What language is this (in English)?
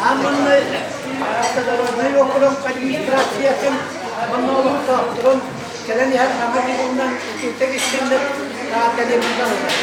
Yakut